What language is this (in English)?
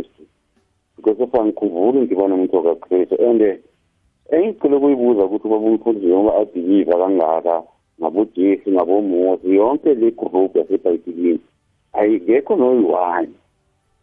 South Ndebele